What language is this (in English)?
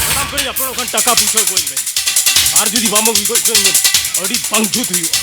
Santali